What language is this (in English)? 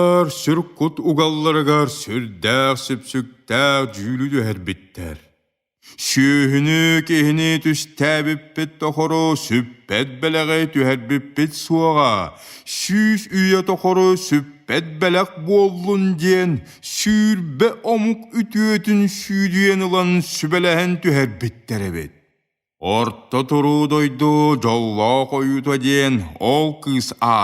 Yakut